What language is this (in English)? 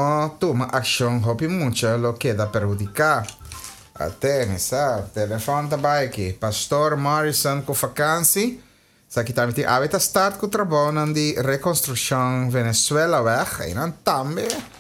Papiamento